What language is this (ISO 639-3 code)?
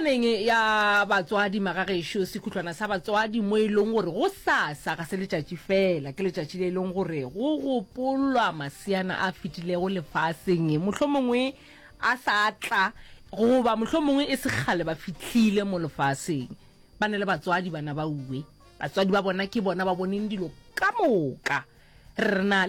nso